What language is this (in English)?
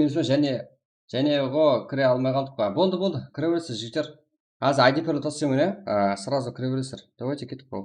Kara-Kalpak